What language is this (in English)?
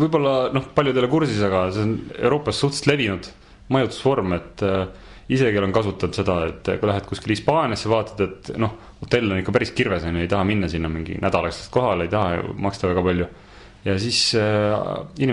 Estonian